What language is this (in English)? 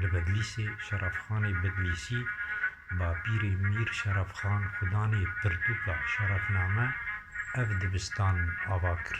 Kurdish